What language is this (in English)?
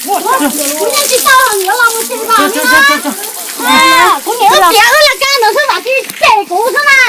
Hmong